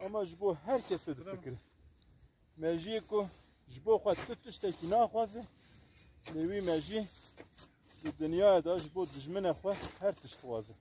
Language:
Kurdish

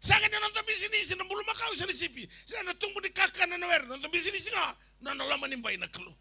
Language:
Fijian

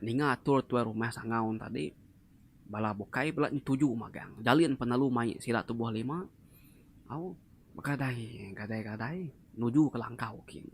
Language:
Iban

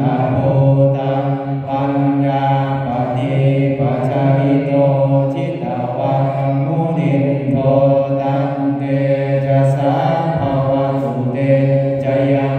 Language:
Pali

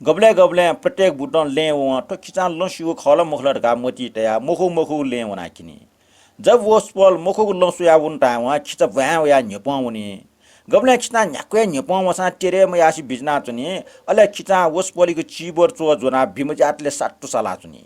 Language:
Newari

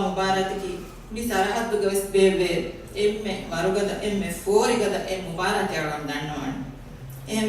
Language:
Divehi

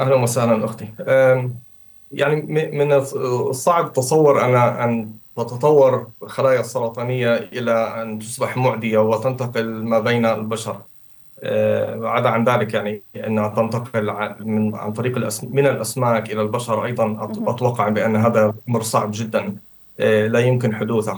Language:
Arabic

